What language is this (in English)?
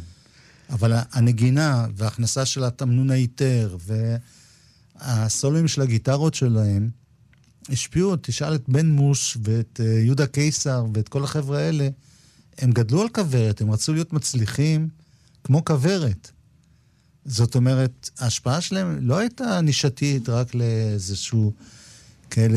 Hebrew